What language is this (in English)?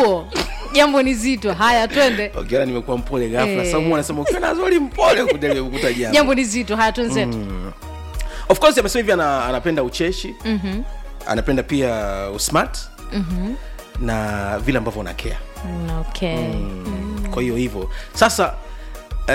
Swahili